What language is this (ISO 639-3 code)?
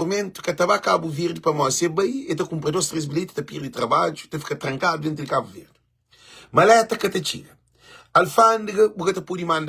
kea